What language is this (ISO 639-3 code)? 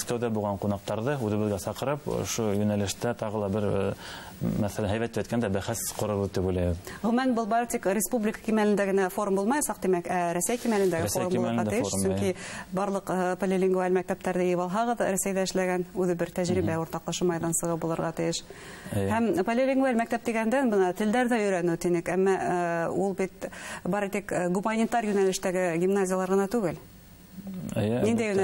bak